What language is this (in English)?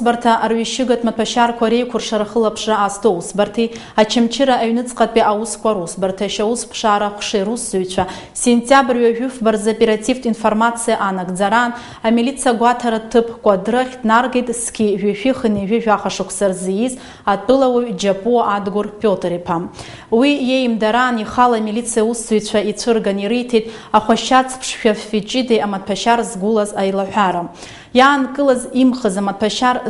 Abkhazian